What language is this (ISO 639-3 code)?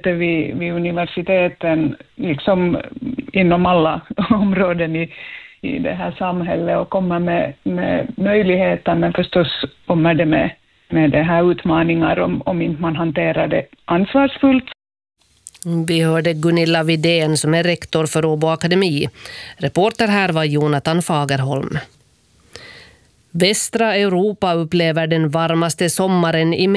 swe